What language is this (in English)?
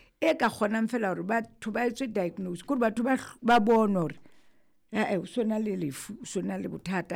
Southern Sotho